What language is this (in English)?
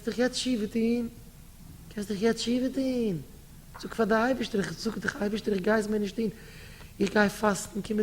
Yiddish